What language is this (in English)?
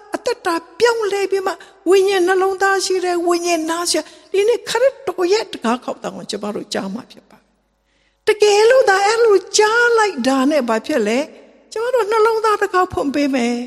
Burmese